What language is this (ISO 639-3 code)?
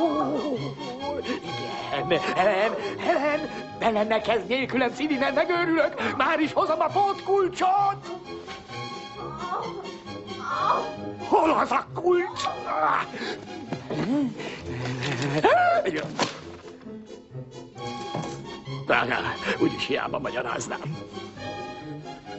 hun